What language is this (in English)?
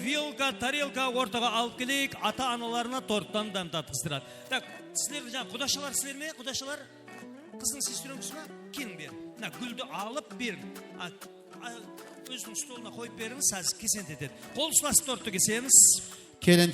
Kara-Kalpak